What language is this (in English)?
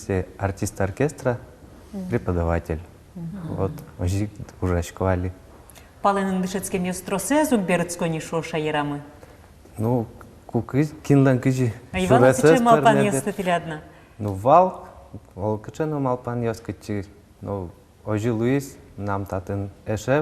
Udmurt